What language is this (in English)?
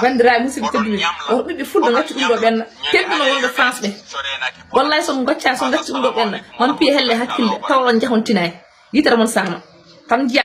Fula